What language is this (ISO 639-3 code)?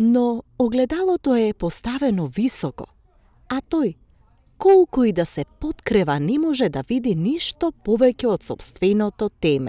mkd